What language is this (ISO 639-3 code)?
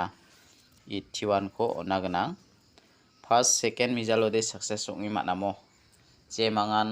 grt